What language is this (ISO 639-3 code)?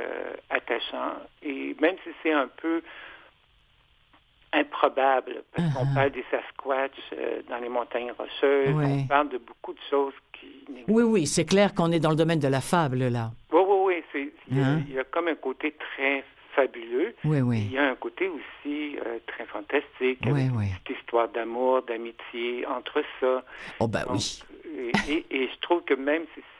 fra